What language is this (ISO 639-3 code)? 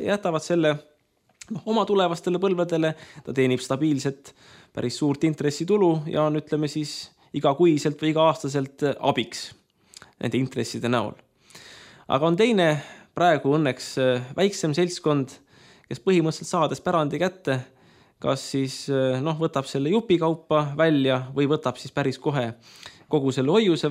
est